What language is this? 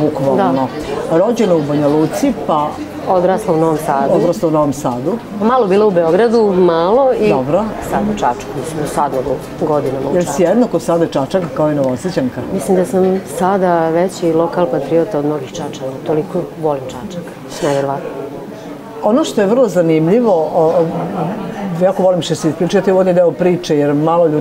Serbian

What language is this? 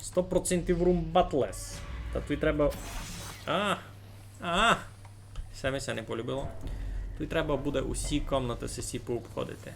Rusyn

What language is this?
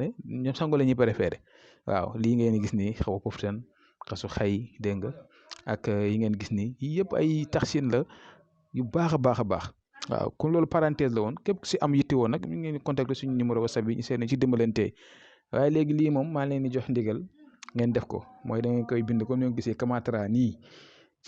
Wolof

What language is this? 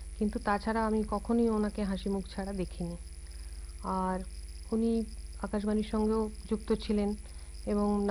Bangla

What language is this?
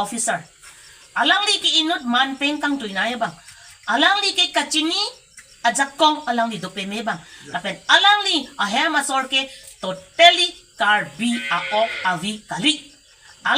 Karbi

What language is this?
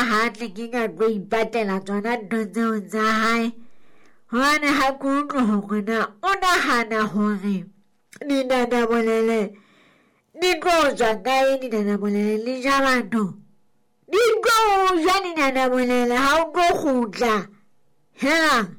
Southern Sotho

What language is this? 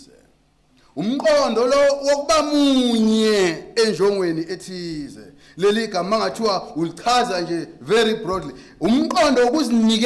Zulu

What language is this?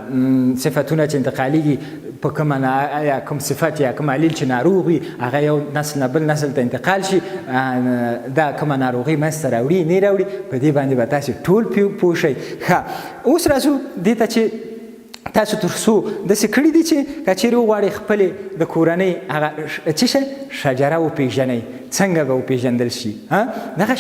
Pashto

